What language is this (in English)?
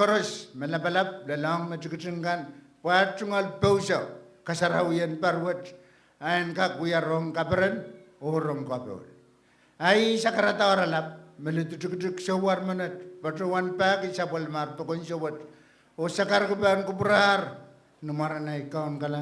Pohnpeian